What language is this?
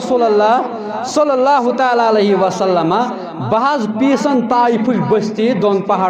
Kashmiri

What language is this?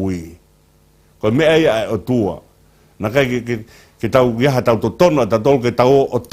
Tongan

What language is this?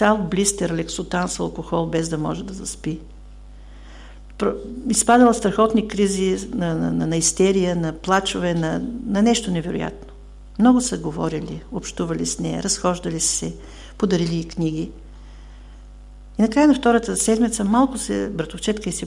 Bulgarian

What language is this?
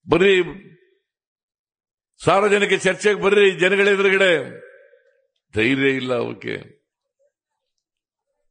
Kannada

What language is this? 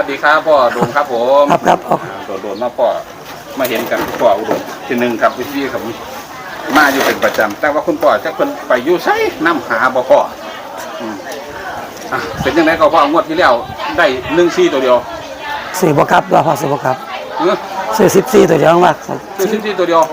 Northeastern Thai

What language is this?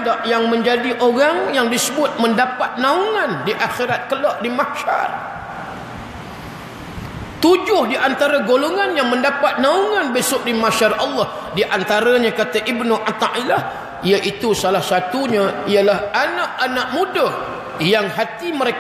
Malay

